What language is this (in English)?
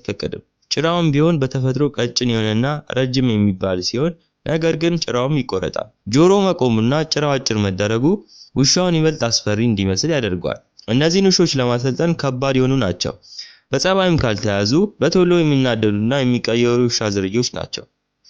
Amharic